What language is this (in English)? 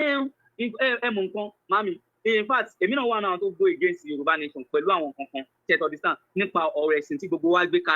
Yoruba